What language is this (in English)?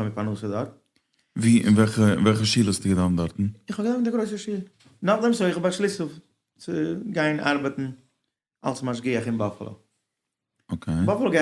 Yiddish